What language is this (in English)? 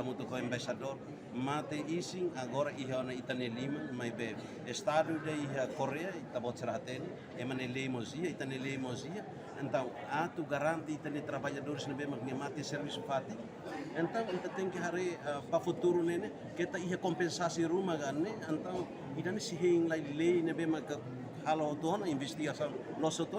Tetum